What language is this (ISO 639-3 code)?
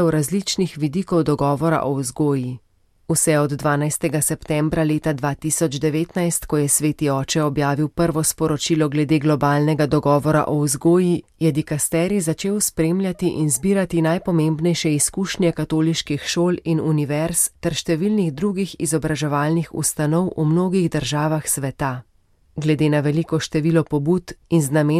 slv